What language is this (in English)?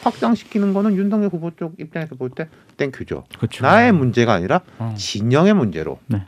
Korean